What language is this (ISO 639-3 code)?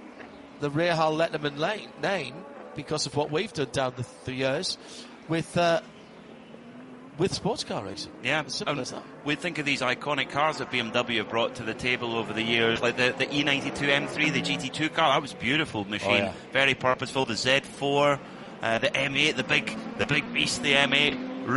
eng